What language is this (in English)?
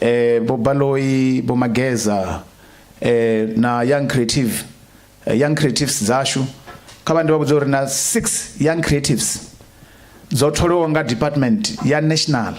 Venda